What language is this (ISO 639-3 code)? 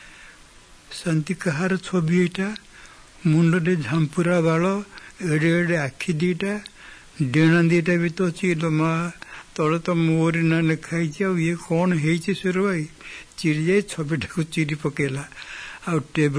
ori